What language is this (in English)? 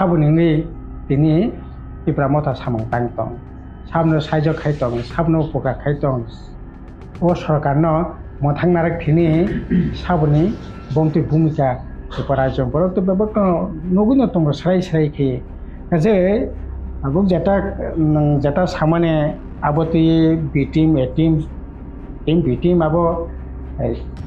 Kok Borok